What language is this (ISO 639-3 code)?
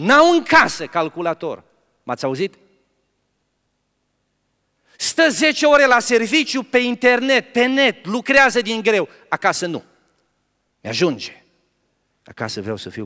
ron